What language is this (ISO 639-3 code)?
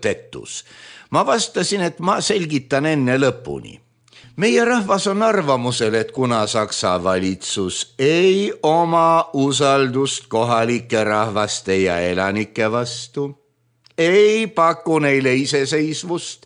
est